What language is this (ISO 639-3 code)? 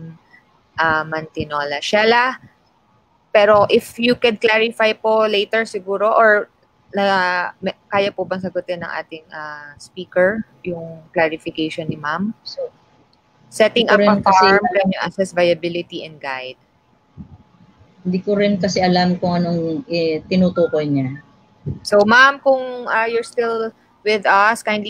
fil